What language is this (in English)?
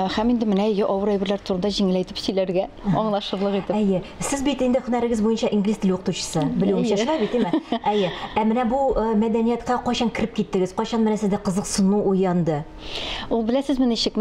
Tatar